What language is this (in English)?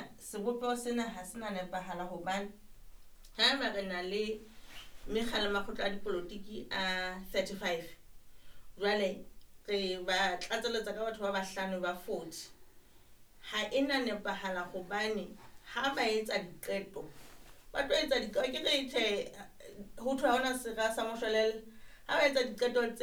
Southern Sotho